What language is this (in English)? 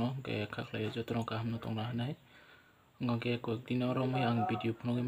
Kok Borok